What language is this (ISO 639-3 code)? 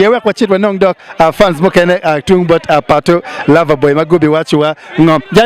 ach